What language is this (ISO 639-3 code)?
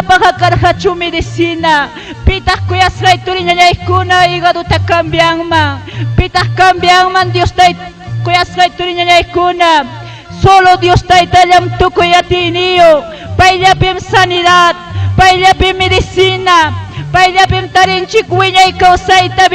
quy